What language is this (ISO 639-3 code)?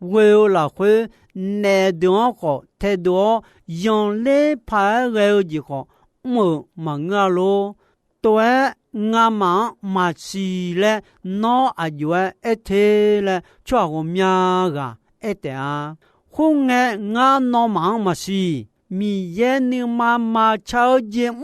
ahk